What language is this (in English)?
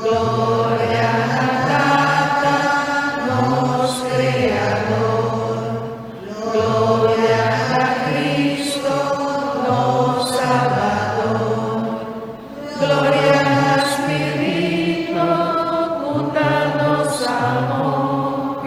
Papiamento